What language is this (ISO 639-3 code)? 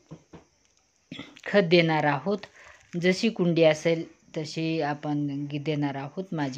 mar